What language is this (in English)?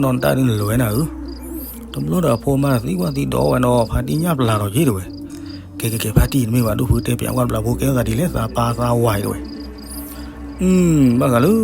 S'gaw Karen